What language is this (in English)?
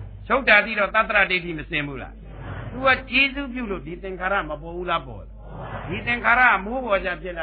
Burmese